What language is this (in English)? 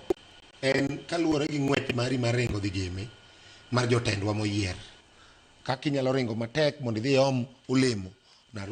Luo (Kenya and Tanzania)